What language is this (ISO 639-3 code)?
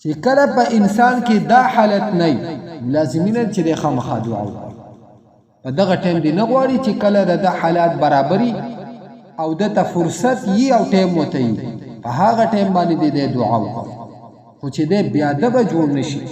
pus